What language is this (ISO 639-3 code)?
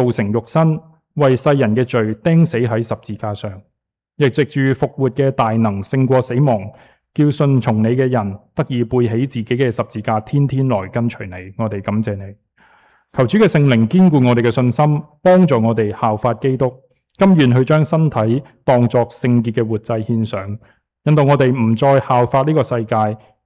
yue